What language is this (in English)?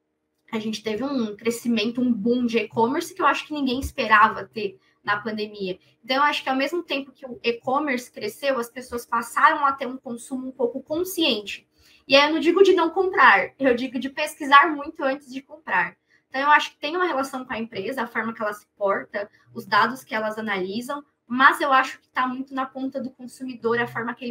Portuguese